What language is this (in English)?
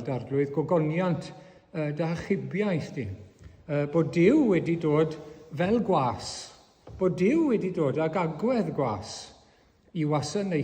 Welsh